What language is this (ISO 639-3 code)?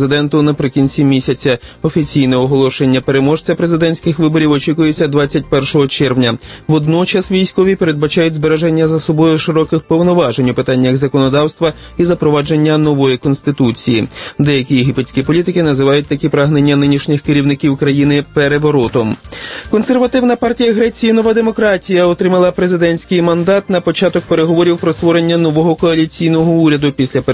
ukr